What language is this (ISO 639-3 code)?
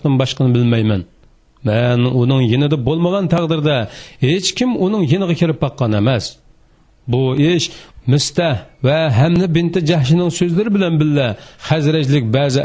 uig